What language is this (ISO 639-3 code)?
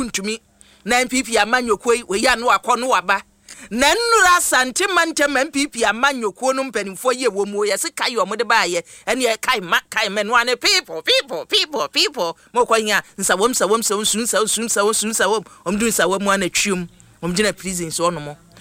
aka